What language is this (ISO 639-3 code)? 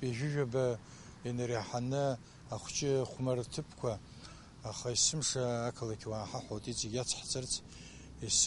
abk